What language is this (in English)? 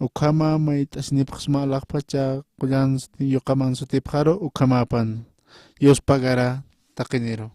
Aymara